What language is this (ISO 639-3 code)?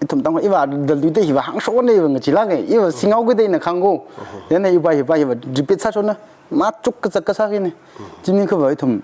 nmf